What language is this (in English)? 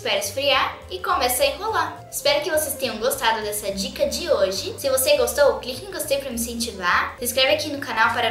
Portuguese